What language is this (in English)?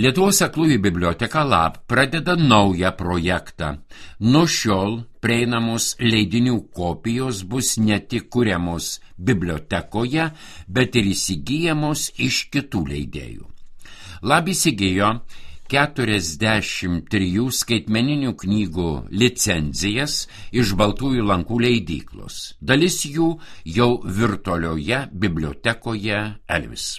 Lithuanian